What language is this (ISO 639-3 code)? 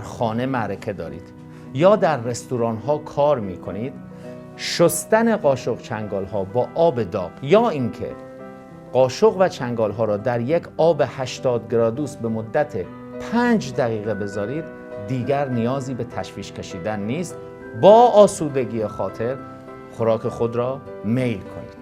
fas